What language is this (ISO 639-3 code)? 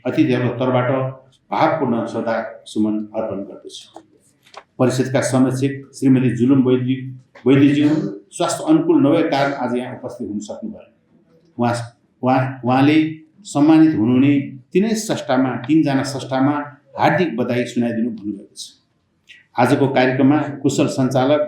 nep